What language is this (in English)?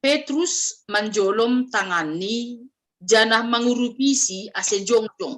Batak Simalungun